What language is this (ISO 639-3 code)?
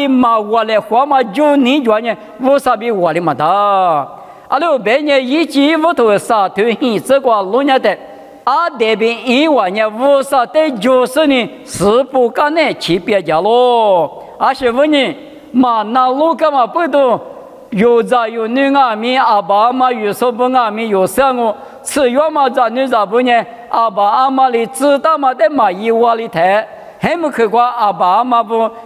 lis